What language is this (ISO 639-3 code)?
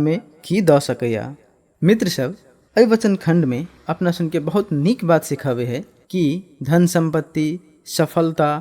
mai